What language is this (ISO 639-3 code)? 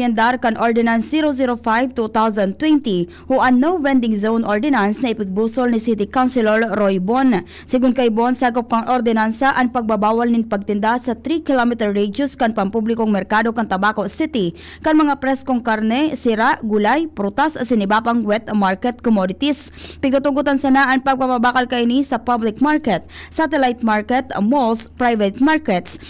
bik